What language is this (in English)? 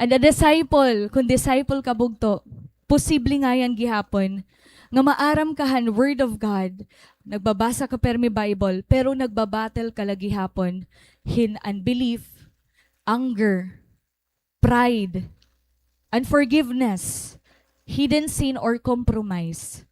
Waray